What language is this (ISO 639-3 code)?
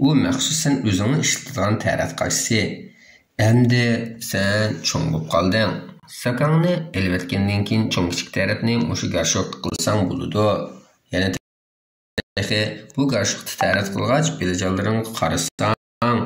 uig